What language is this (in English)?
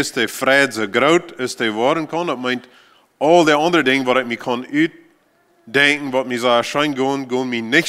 Plautdietsch